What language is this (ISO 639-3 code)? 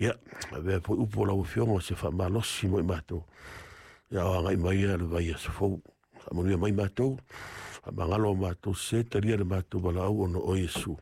smo